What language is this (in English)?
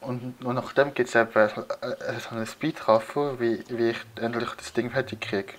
Swiss German